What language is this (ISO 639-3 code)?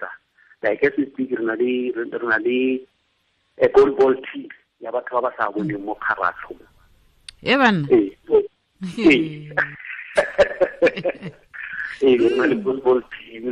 tsn